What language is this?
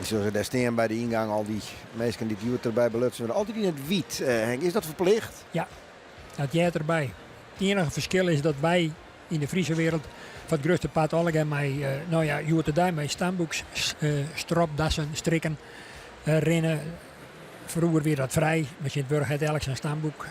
Western Frisian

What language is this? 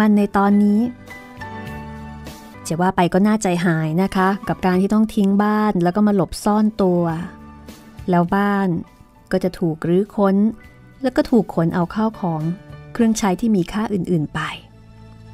Thai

